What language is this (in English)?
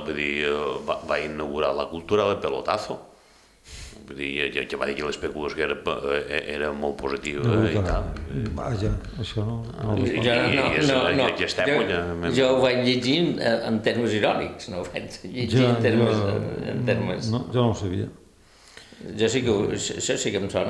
Catalan